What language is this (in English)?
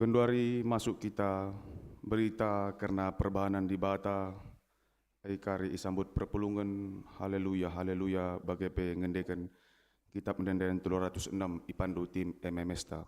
Batak Karo